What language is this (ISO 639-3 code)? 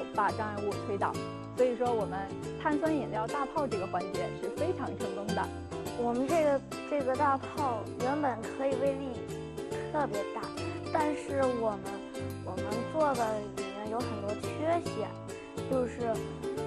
zho